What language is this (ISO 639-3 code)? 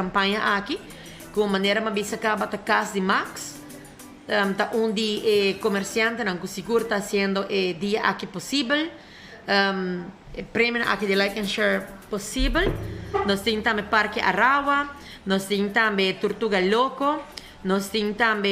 pap